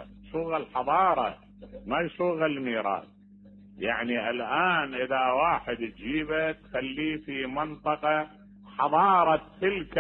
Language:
Mesopotamian Arabic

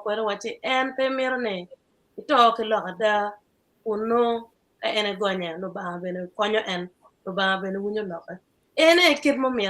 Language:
Acoli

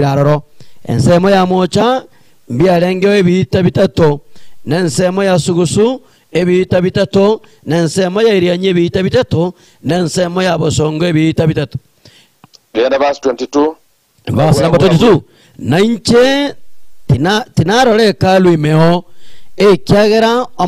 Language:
Gusii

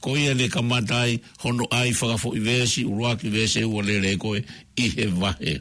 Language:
Tongan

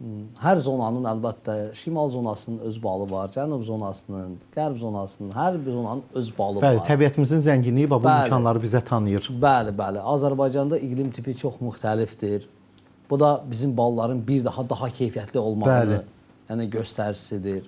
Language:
Azerbaijani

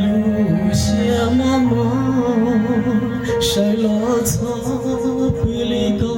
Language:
Hmong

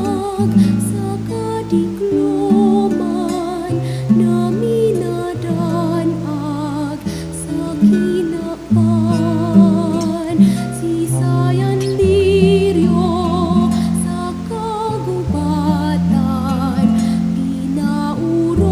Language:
Bikol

